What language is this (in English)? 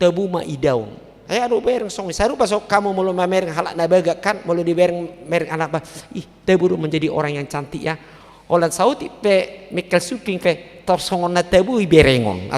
Batak Toba